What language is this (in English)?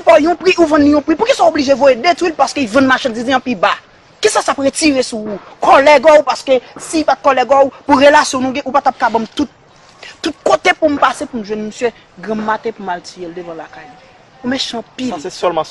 Haitian Creole